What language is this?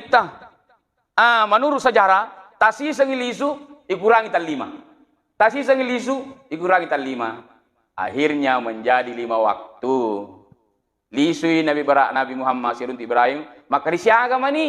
Buginese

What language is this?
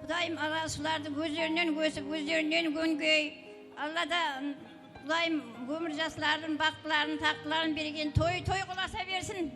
Kara-Kalpak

